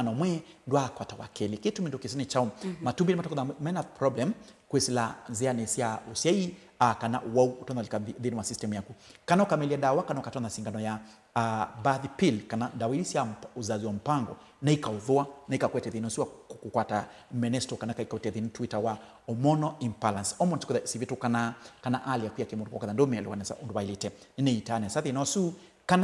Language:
Kamba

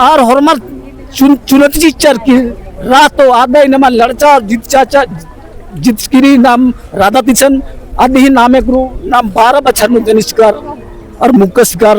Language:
Kurukh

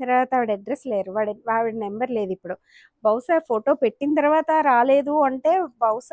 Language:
Telugu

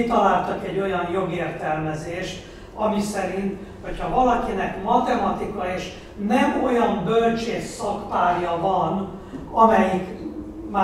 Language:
Hungarian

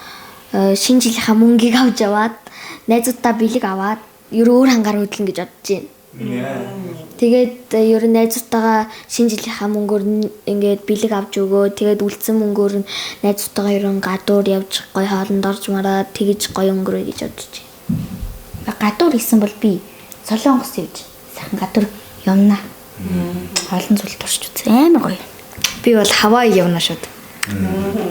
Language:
Mongolian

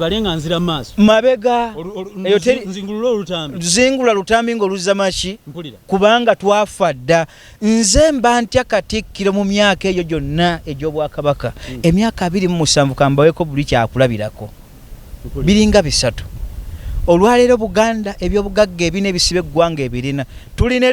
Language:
Ganda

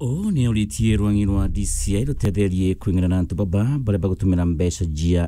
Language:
Meru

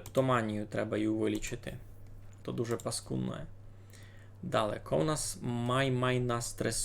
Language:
Rusyn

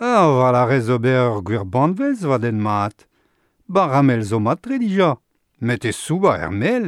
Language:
Breton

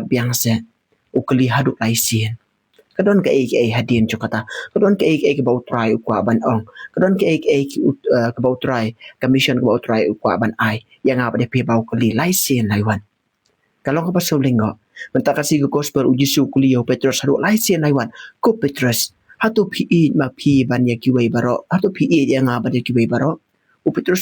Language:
Khasi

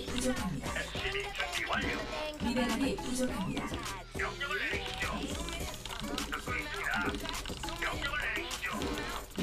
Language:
Korean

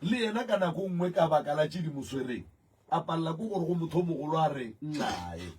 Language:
Northern Sotho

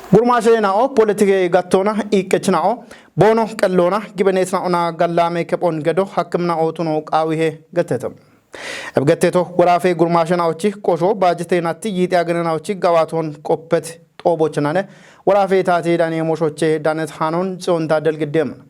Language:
Kafa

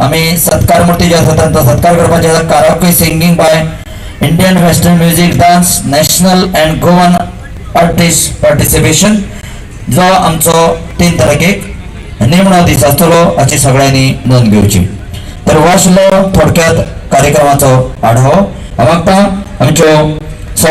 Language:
Konkani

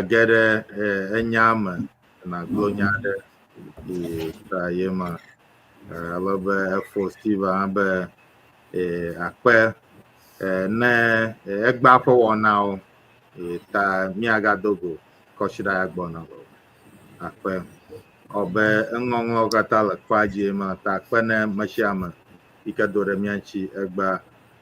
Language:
Ewe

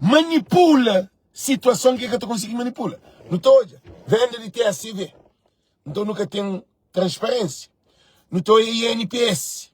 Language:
Kabuverdianu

